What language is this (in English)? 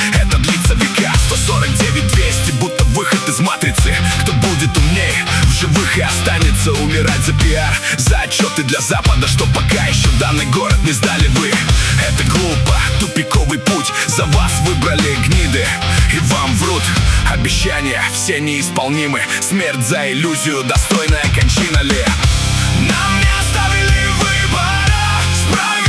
Russian